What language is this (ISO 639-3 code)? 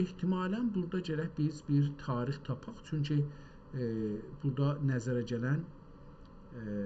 azb